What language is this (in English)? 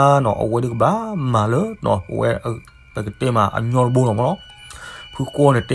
S'gaw Karen